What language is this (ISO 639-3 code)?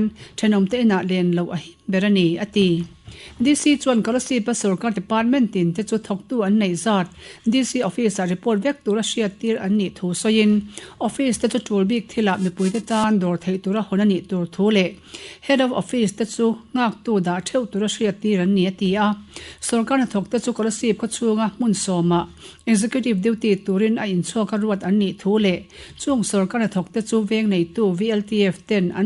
lus